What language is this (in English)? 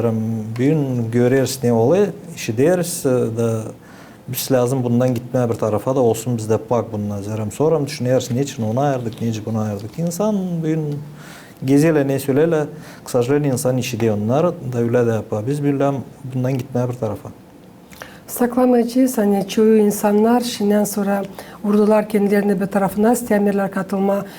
Gagauz